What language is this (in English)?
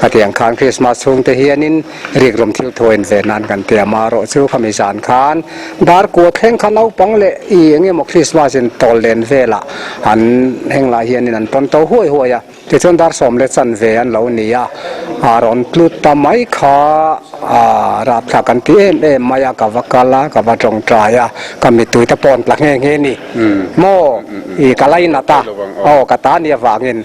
Mizo